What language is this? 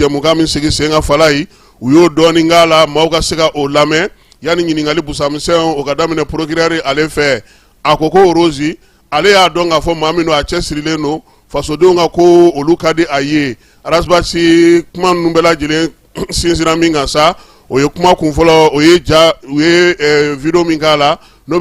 Bambara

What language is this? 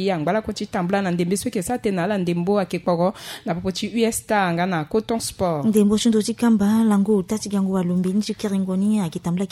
Sango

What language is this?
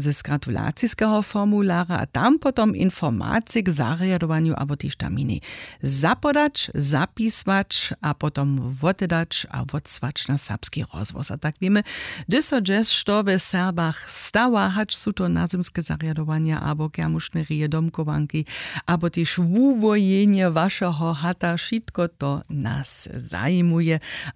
Upper Sorbian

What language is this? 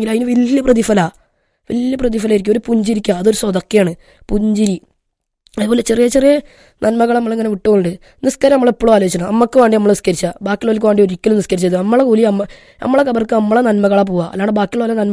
Malayalam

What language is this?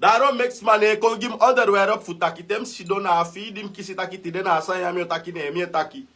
Sranan Tongo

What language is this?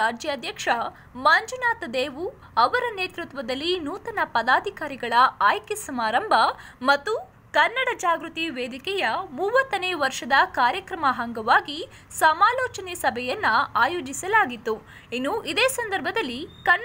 Kannada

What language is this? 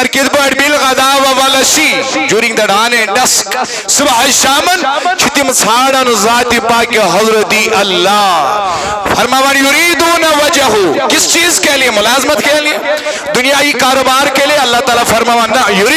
Kashmiri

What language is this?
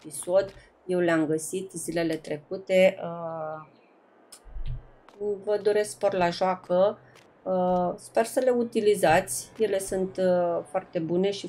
Romanian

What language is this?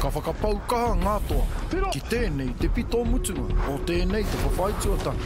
Māori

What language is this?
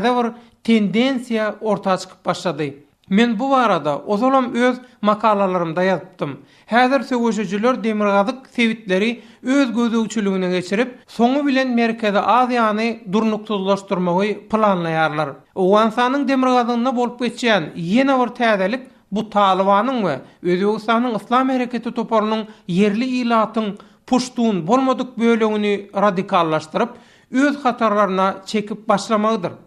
Turkmen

